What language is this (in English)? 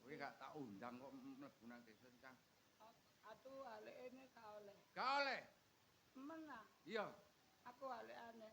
Javanese